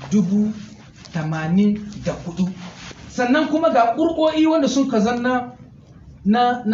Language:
Hausa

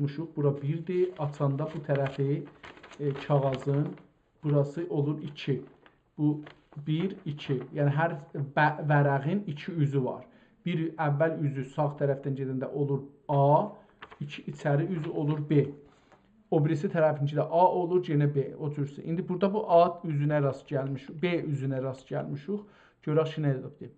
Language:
South Azerbaijani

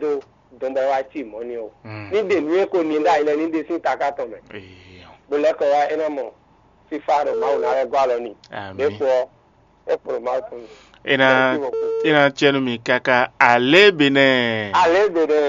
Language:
Fon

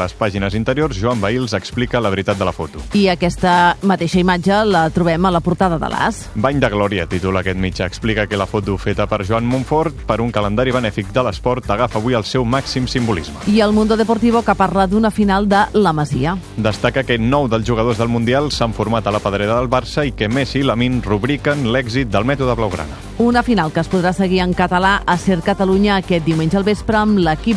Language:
Catalan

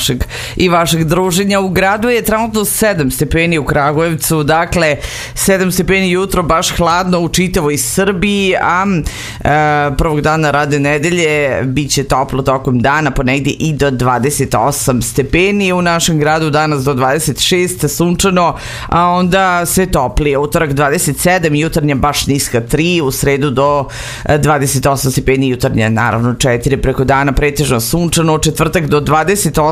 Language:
Serbian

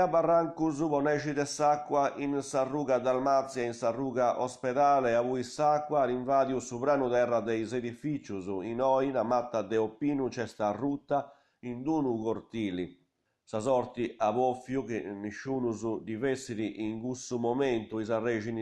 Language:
Sardinian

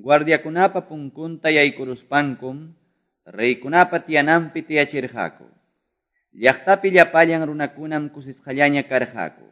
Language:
Quechua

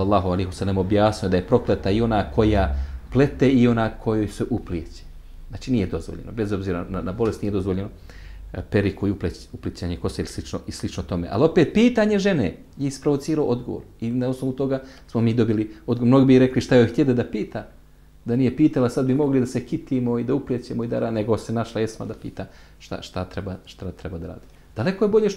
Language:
Bosnian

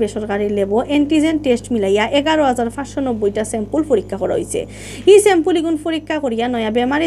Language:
Sylheti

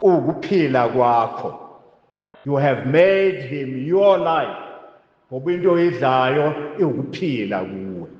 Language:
Zulu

